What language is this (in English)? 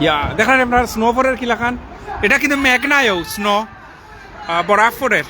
Sylheti